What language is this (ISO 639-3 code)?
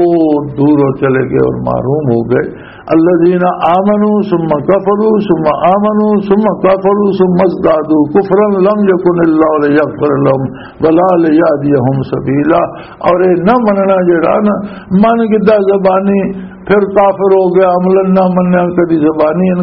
lah